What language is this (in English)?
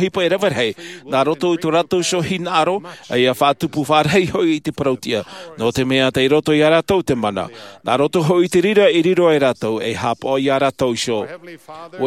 Tahitian